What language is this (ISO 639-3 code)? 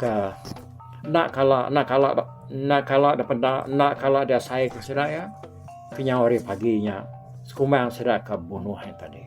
iba